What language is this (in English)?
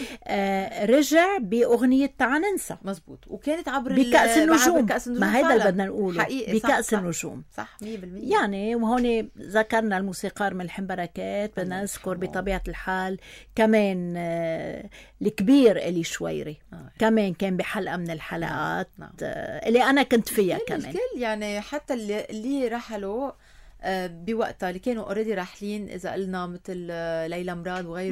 North Levantine Arabic